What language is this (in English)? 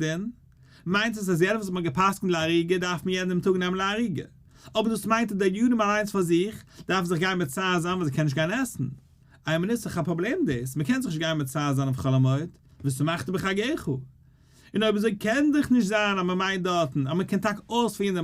Yiddish